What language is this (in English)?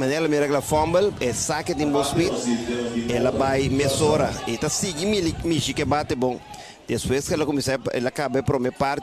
Papiamento